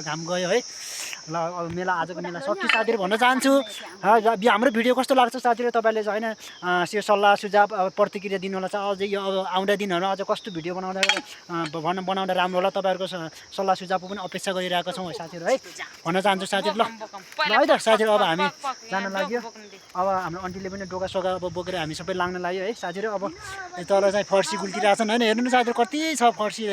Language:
Nepali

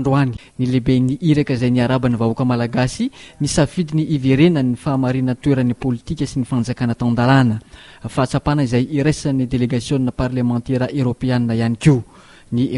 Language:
Malagasy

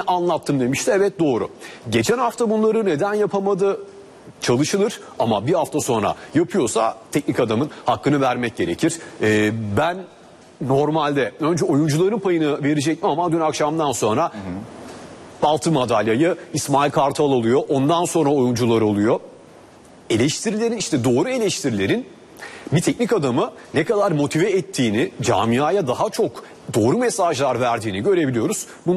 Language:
Turkish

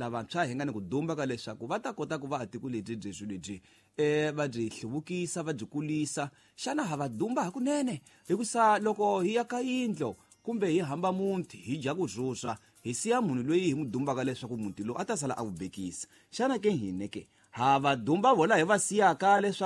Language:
Tsonga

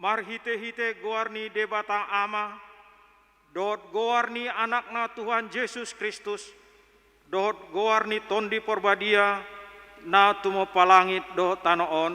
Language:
Batak Toba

